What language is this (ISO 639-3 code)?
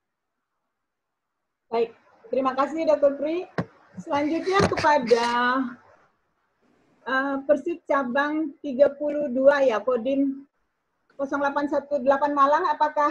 ind